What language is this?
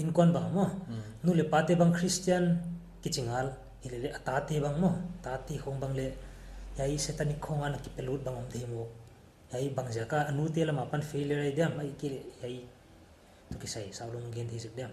Paite Chin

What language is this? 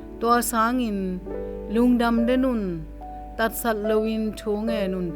Tedim Chin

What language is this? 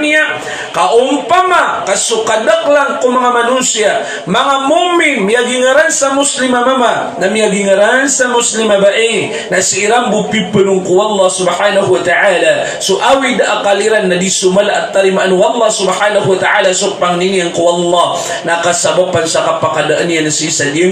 Maranao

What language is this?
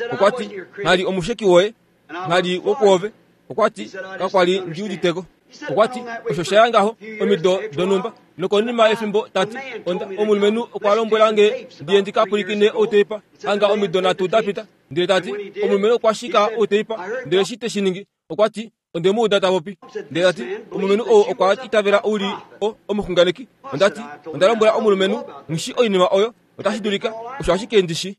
Kuanyama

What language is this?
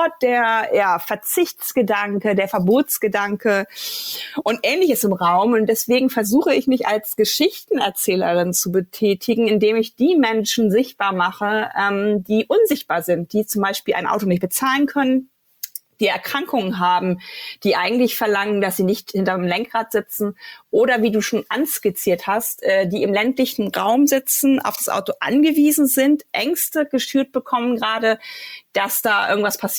German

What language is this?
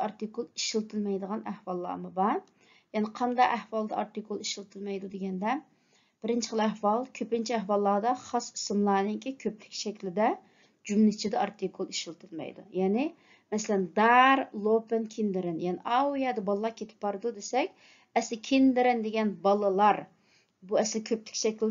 Uyghur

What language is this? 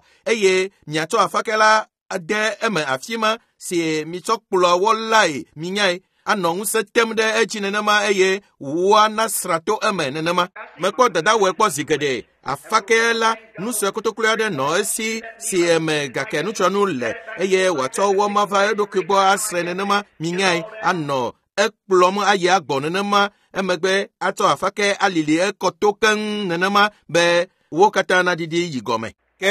Ewe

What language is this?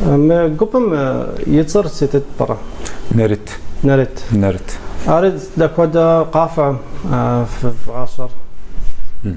Kabardian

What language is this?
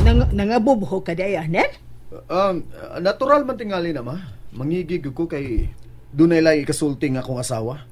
Cebuano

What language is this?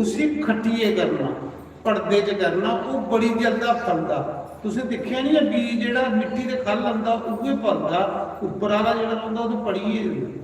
Dogri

